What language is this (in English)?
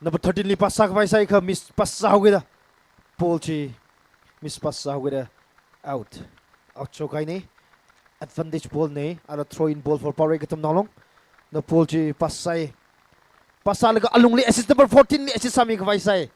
Tangkhul Naga (India)